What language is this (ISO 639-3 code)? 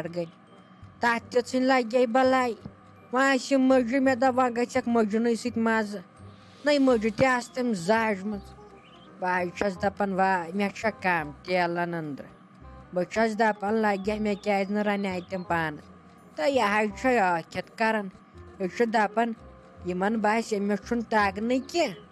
kas